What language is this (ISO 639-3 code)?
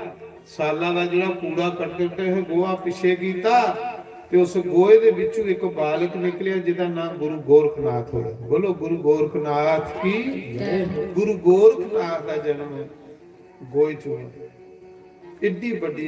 doi